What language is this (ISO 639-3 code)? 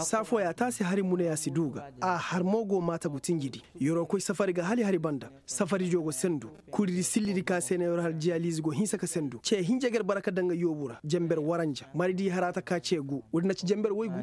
ses